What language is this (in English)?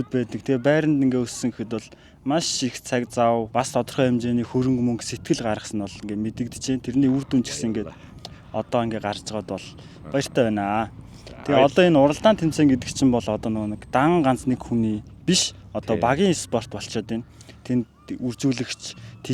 Mongolian